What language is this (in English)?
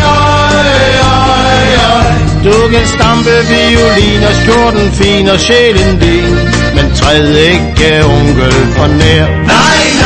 Danish